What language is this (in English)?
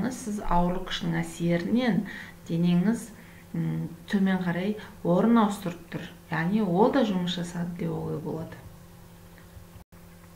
Kazakh